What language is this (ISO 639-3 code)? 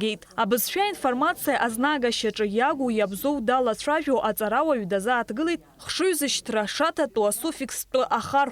abk